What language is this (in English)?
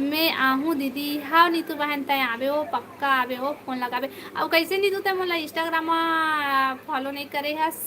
Chhattisgarhi